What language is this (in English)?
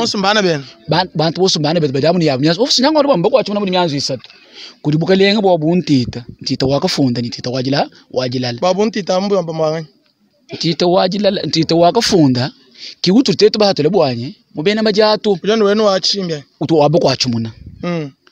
Luba-Lulua